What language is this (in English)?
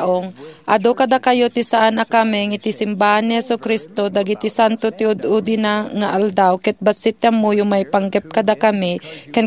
Iloko